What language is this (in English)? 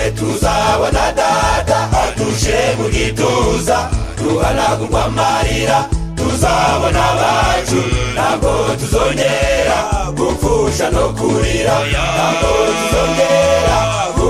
Kinyarwanda